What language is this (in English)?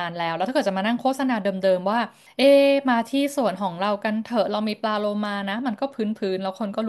Thai